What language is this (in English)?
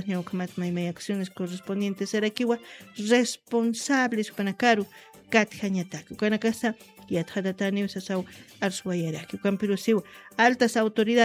Aymara